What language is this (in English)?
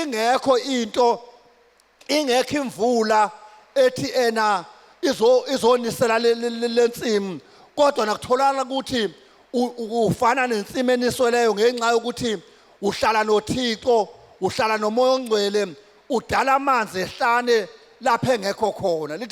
Zulu